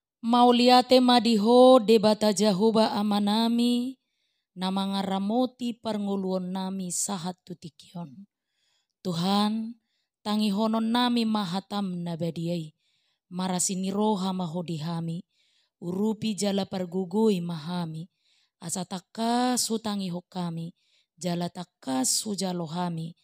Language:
Batak Toba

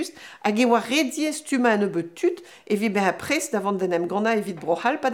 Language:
Breton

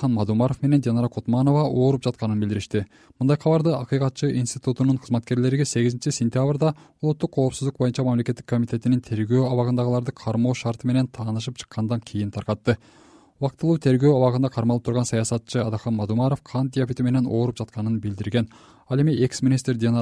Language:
Kyrgyz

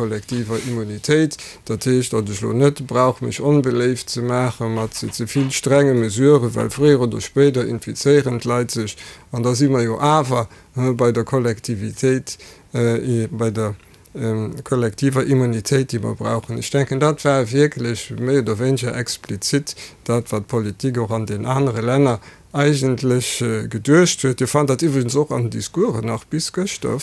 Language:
Luxembourgish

